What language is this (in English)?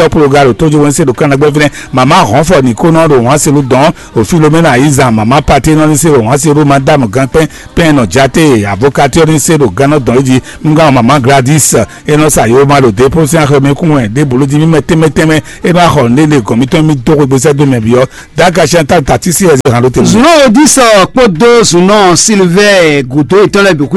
Fon